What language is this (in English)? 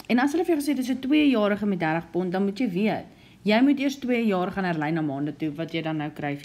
Afrikaans